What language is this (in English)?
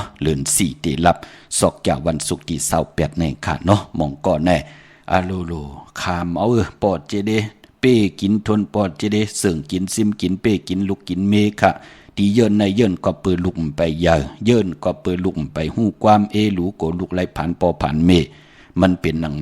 Shan